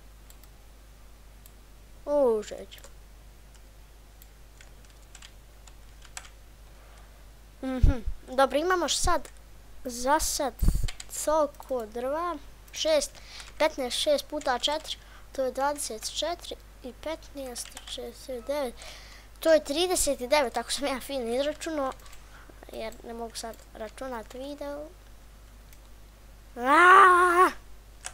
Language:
Bosnian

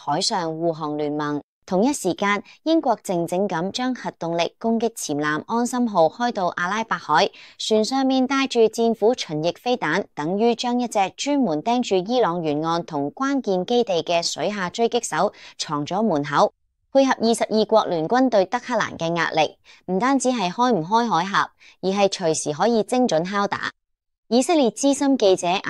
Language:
Cantonese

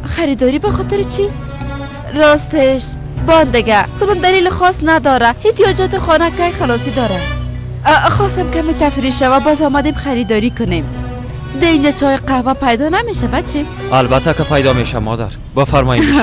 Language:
Persian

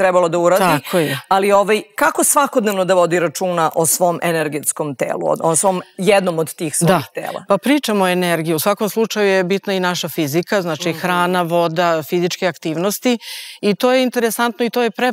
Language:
Serbian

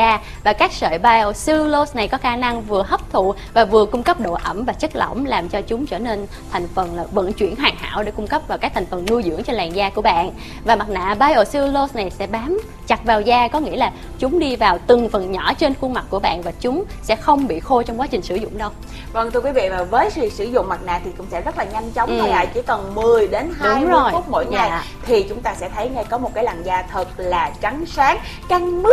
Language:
Vietnamese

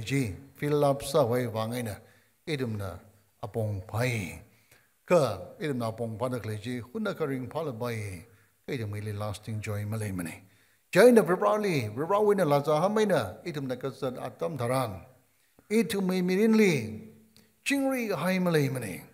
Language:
Tangkhul Naga (India)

